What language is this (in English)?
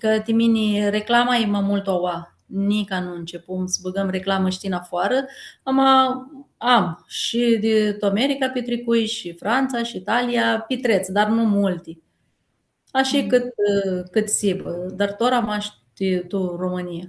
Aromanian